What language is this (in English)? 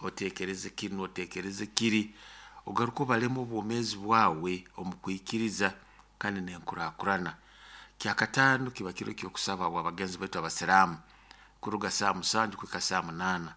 Nyoro